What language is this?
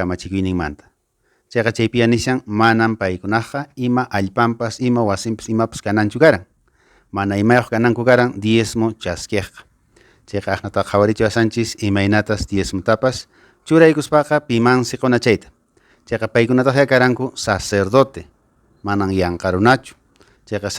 Quechua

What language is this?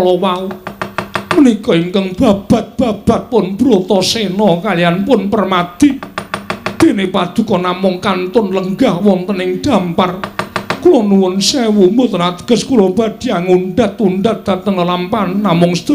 Javanese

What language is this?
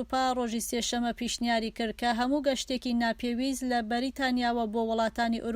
Central Kurdish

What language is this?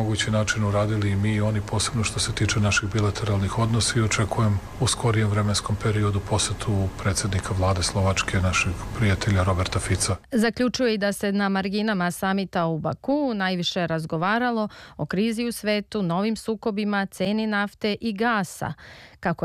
Serbian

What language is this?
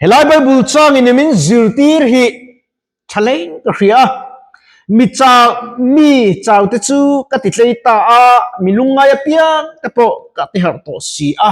Mizo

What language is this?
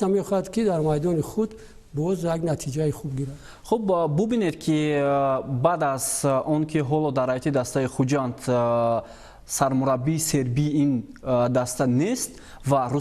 Tajik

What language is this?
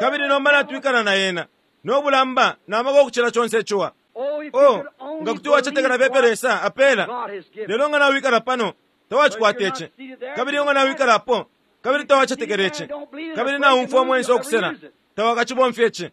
Bemba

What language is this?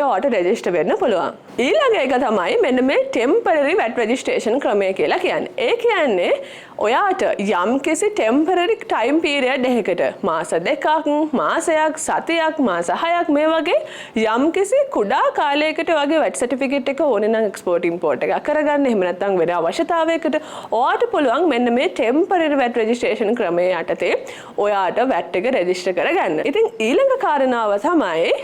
Sinhala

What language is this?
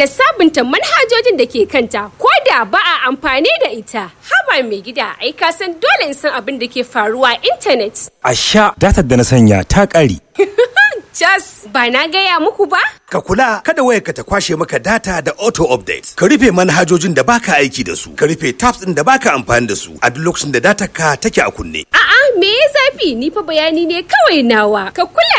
Hausa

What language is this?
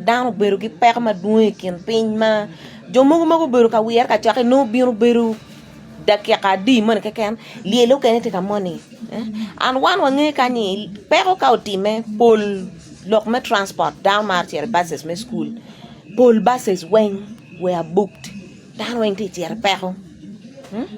Acoli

